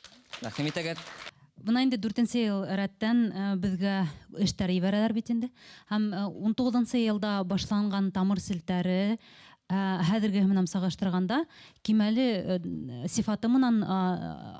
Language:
Bashkir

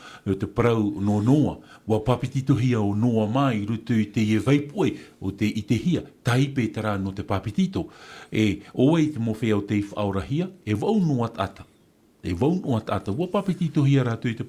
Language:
Tahitian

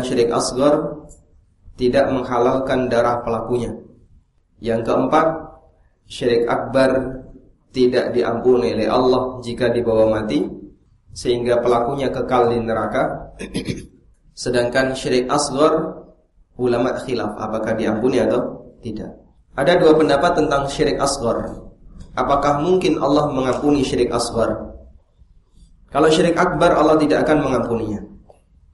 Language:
Indonesian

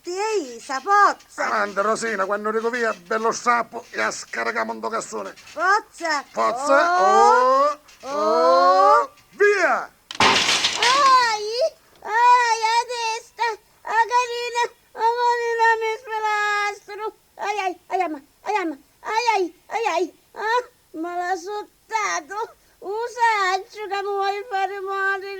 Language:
Sicilian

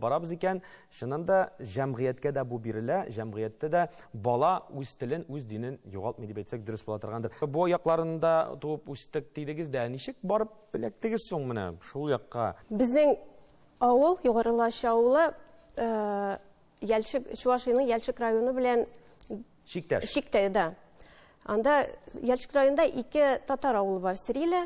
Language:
Tatar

